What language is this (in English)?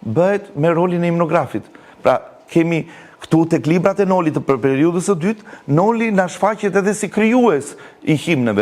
Albanian